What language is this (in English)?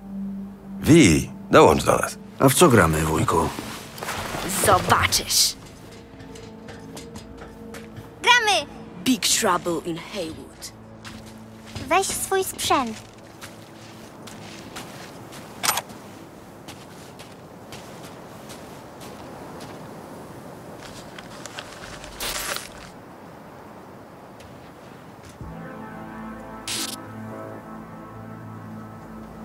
Polish